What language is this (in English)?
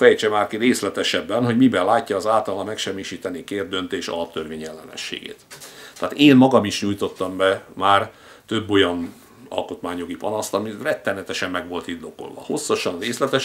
Hungarian